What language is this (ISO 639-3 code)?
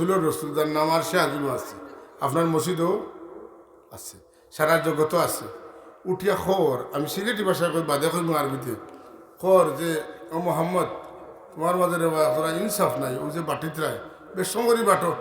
syl